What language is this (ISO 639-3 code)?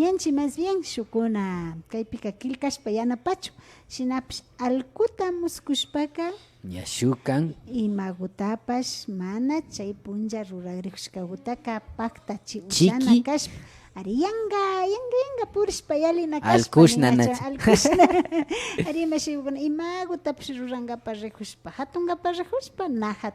qvi